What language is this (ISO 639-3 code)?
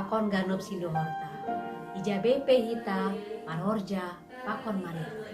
bts